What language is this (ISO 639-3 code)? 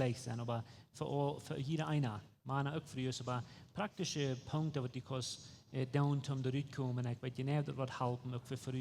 pdt